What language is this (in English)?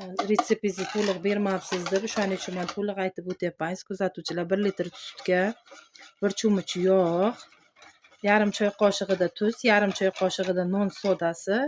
Uzbek